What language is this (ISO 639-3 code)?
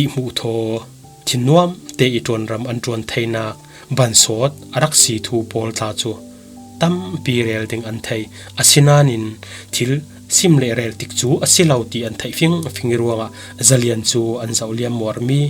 cfm